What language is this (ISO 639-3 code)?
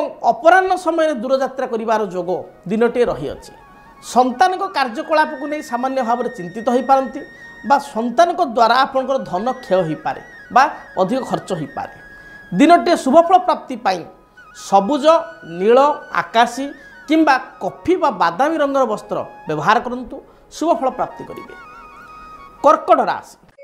ori